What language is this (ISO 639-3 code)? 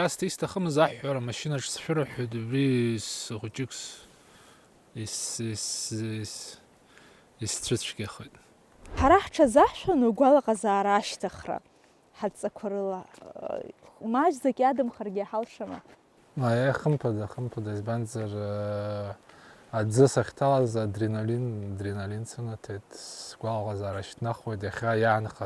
abk